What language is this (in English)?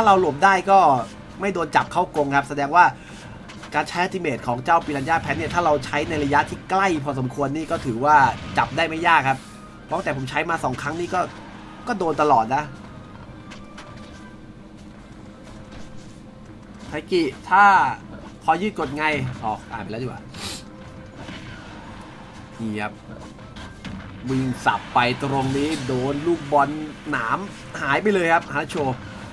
Thai